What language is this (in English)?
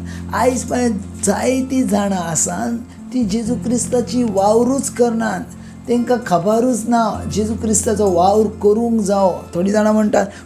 Konkani